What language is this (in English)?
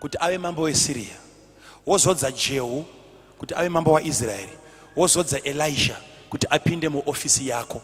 Shona